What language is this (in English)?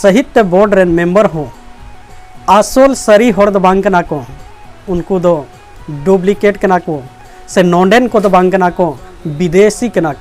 Santali